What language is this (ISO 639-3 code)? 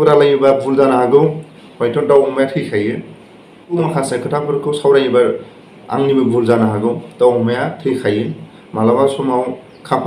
brx